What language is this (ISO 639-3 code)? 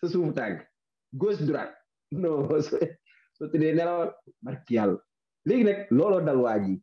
wol